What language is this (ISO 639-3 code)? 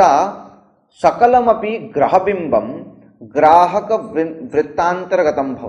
san